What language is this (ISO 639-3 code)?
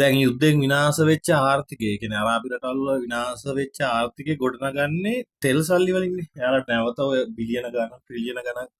sin